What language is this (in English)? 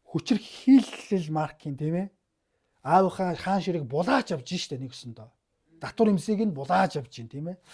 Mongolian